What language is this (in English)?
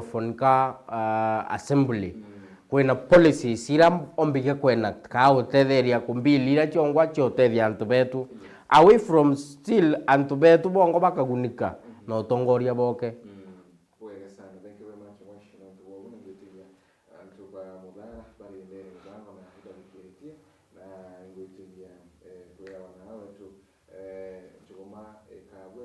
Meru